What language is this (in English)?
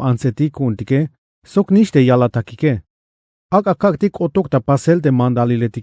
Tzeltal